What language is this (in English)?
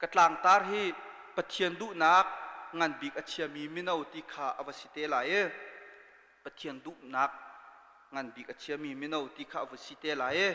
Hakha Chin